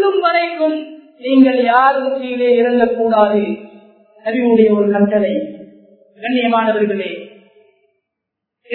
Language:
Tamil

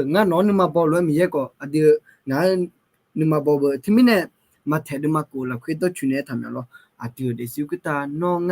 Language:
Akha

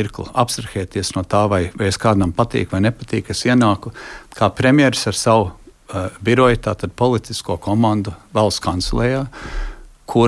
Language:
Latvian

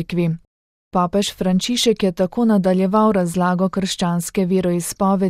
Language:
Slovenian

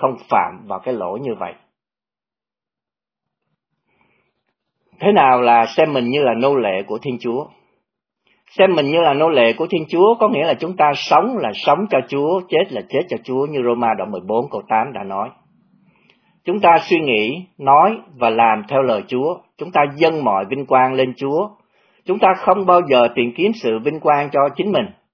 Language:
Vietnamese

